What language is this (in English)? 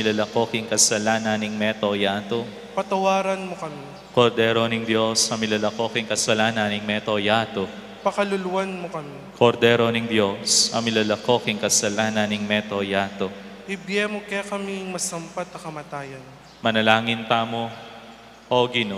Pampanga